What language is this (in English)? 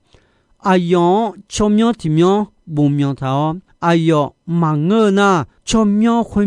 Akha